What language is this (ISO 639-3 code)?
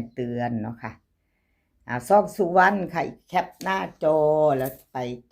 tts